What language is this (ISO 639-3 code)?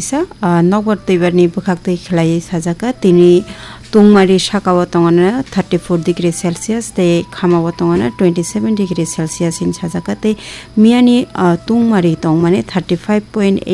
trp